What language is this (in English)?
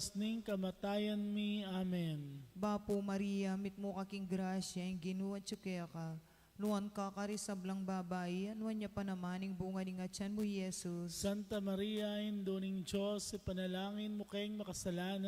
Pampanga